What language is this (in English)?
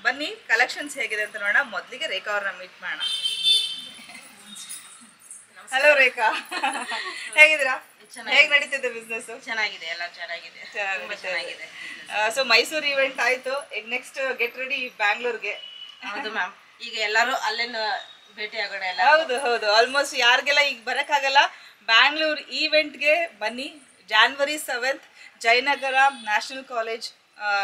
Kannada